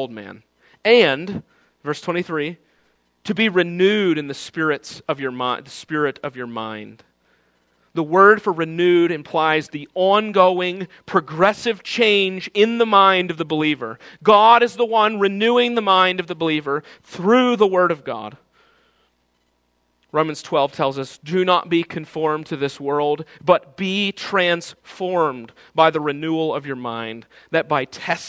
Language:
English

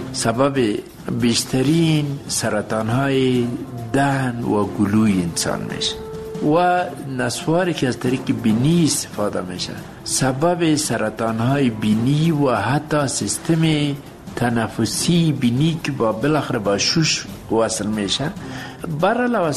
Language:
Persian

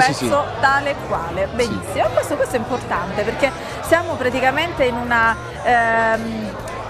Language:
Italian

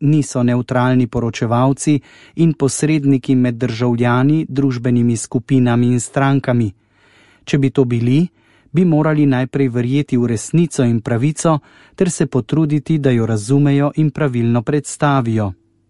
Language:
Slovenian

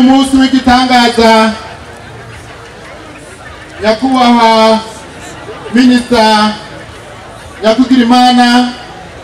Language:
Kinyarwanda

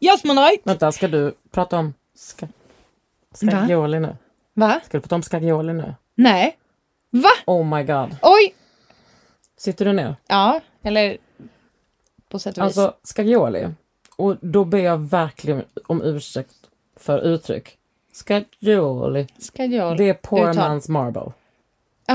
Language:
Swedish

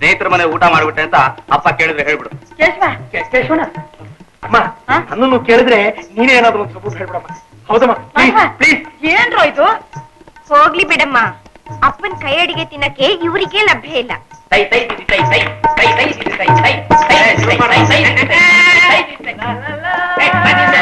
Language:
Kannada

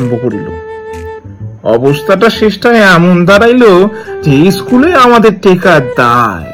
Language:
Bangla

